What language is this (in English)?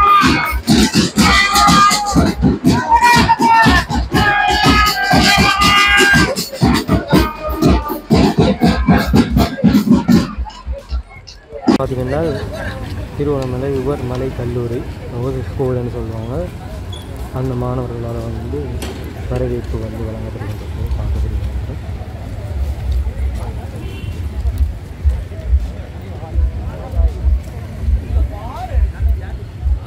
Tamil